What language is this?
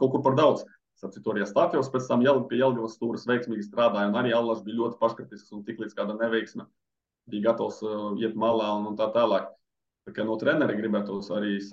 Latvian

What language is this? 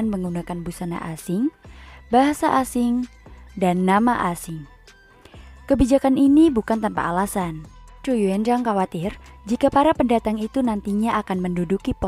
Indonesian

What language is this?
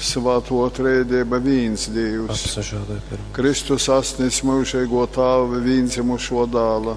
Latgalian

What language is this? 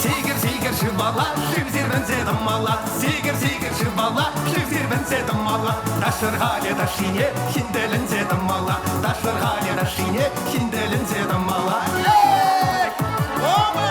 Chuvash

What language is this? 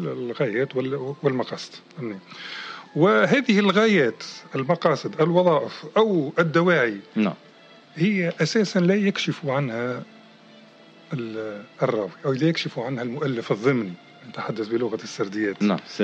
Tunisian Arabic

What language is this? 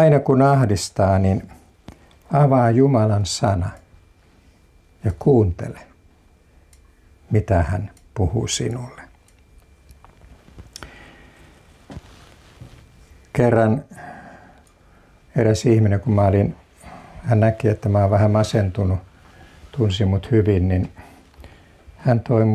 Finnish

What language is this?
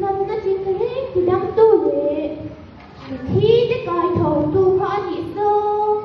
Mizo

